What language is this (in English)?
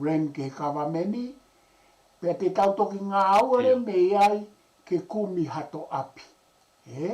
Tongan